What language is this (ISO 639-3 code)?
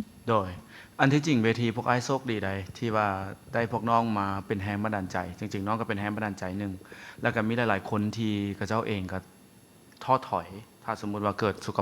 lao